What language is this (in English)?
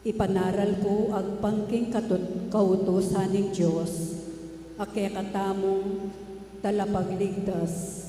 Pampanga